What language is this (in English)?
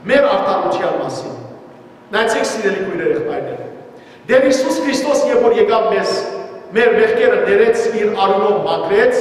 Western Armenian